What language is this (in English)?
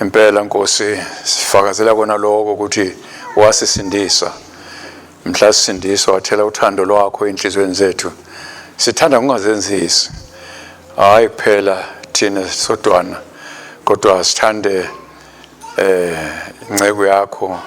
Swati